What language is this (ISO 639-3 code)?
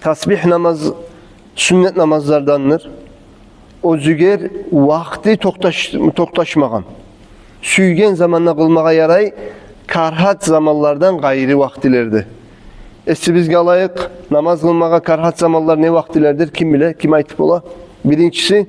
kum